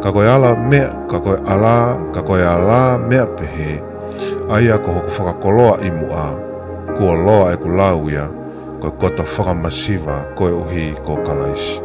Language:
Tongan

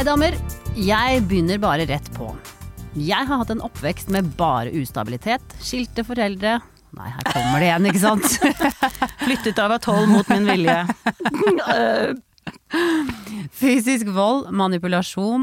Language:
Norwegian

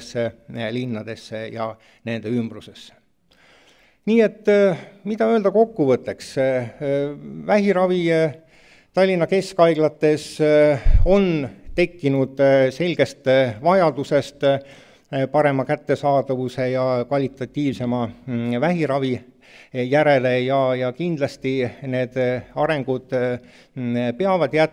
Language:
Estonian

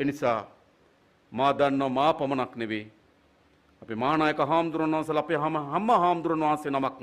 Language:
Sinhala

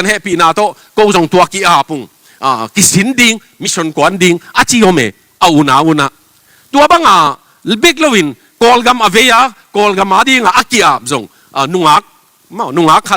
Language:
Tedim Chin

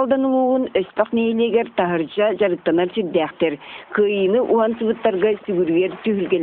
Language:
Yakut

